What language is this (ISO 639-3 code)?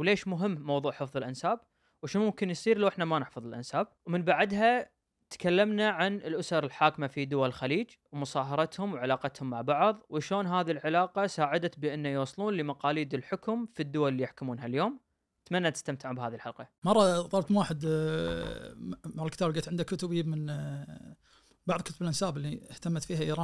ars